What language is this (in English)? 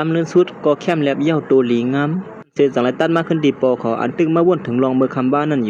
Shan